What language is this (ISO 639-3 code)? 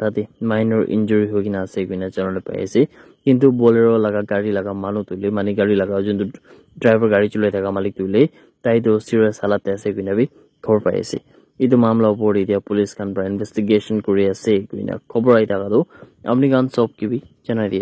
nag